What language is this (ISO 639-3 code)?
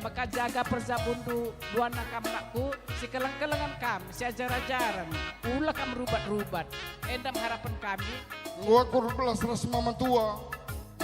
btx